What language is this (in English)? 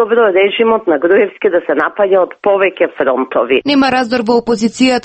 Macedonian